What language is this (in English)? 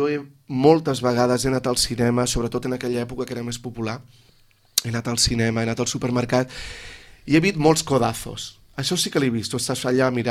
Catalan